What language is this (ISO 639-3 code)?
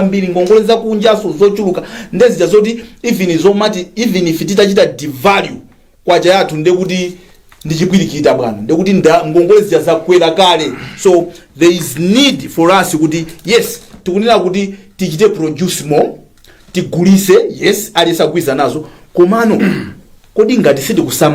nya